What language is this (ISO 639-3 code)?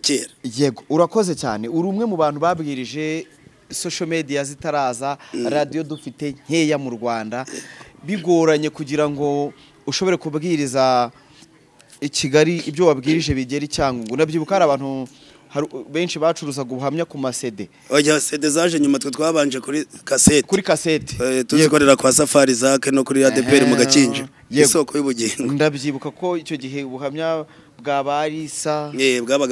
kin